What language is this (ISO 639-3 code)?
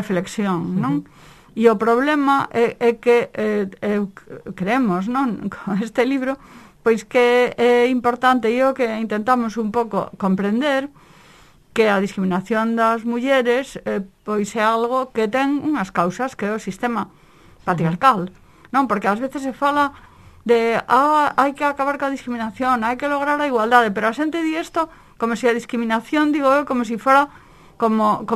glg